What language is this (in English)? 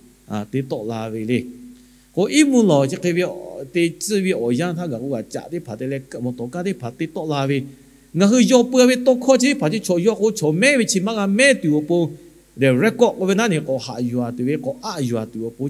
Lahu